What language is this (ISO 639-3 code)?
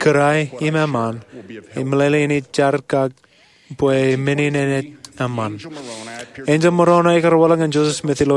mah